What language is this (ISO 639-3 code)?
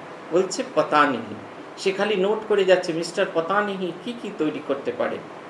ben